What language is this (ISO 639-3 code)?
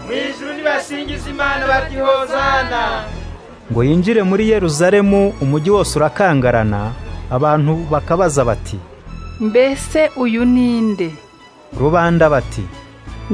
kin